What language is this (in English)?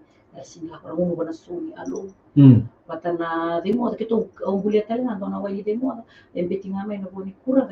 Fijian